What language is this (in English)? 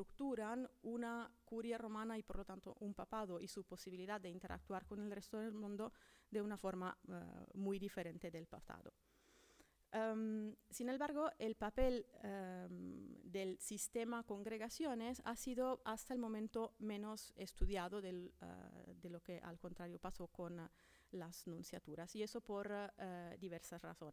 Spanish